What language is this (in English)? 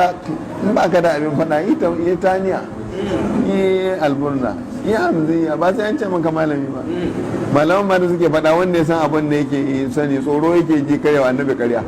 Hausa